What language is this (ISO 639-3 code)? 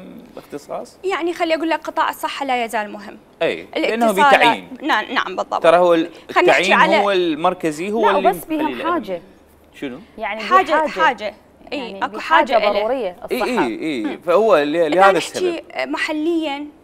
acm